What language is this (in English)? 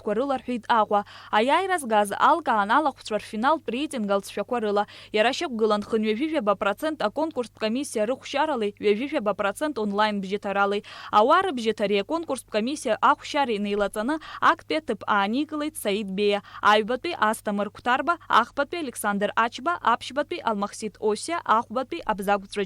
Abkhazian